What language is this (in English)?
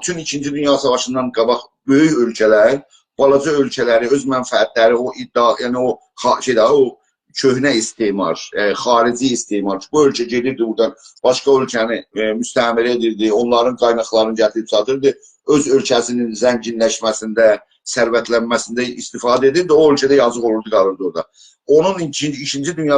South Azerbaijani